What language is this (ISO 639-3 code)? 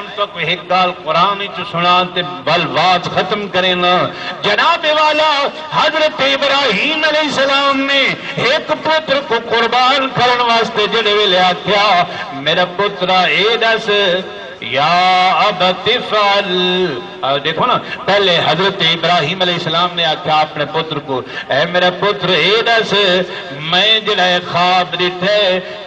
skr